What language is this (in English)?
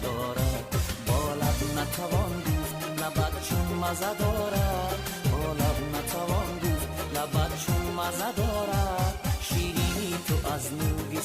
Tajik